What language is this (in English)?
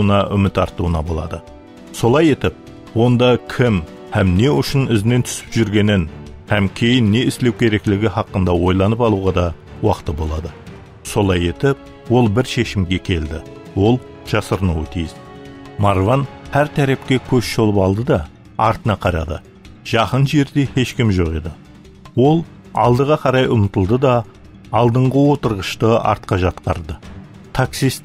Kara-Kalpak